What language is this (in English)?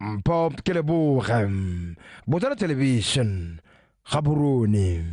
Tswana